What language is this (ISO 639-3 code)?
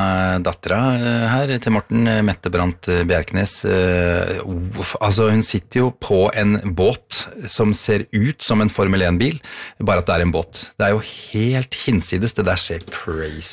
nor